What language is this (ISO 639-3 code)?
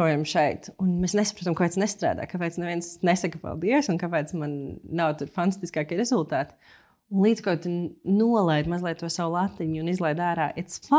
lav